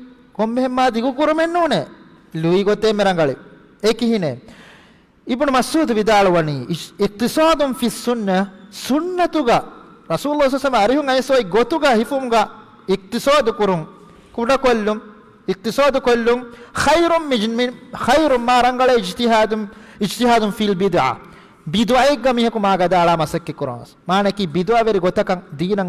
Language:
Divehi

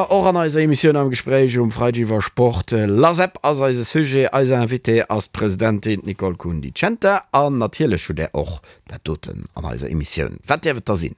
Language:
Luxembourgish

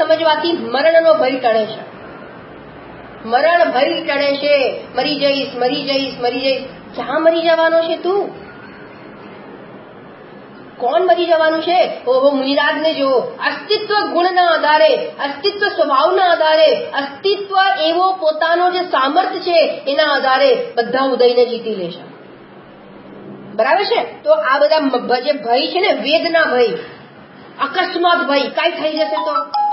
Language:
Gujarati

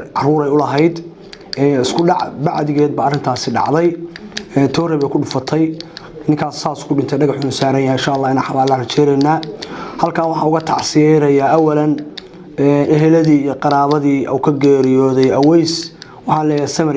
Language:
Somali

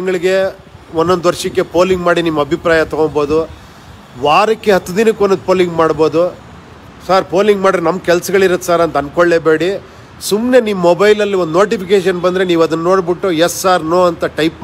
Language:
Kannada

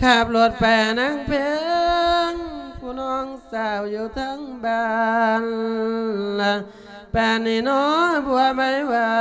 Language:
Lao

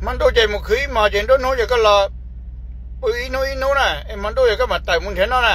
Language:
Hmong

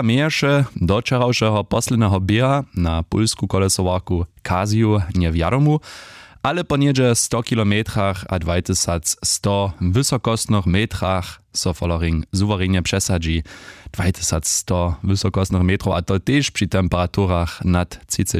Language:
Upper Sorbian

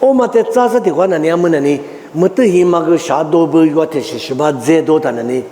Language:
Lisu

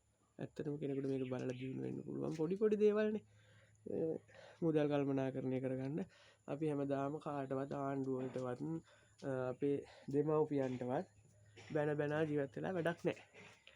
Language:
Sinhala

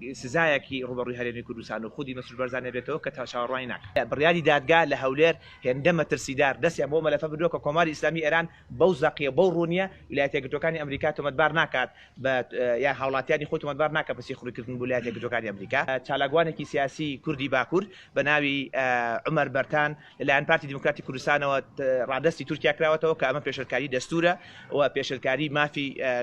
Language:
Central Kurdish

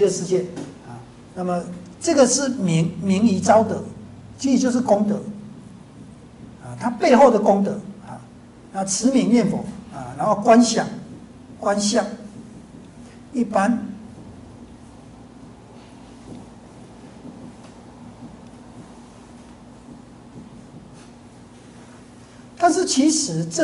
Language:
Chinese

